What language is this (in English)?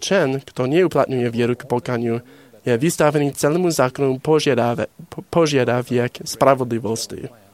Slovak